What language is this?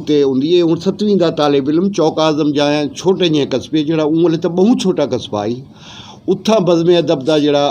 Western Panjabi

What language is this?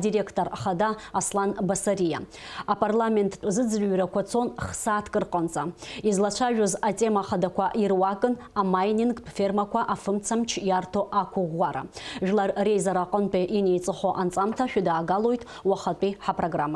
Abkhazian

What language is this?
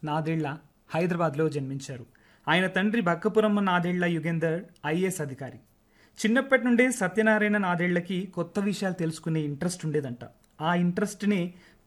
Telugu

